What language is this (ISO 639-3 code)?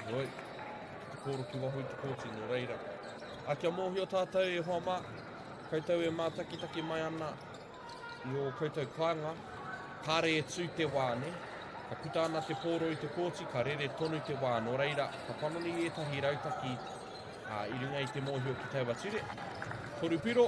mri